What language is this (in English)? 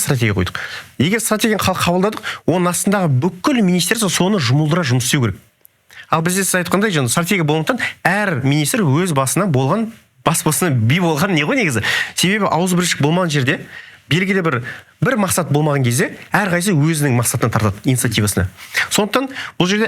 Kazakh